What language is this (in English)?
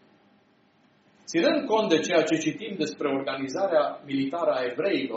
Romanian